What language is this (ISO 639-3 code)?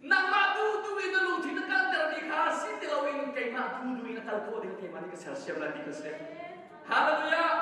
cnh